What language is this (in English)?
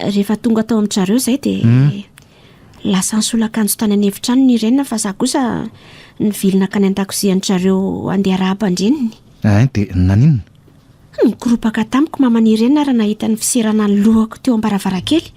Malagasy